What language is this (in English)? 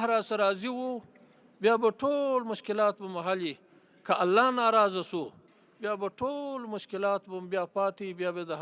Pashto